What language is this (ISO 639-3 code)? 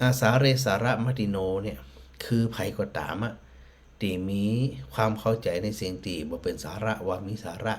nod